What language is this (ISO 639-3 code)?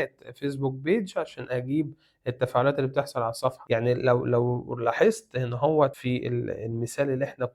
arz